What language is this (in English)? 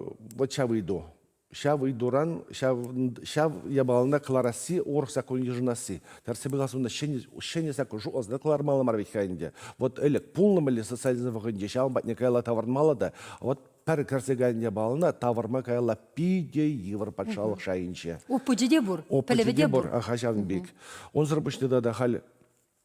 Chuvash